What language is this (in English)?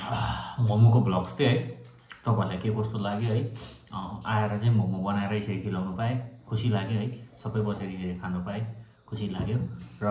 Nepali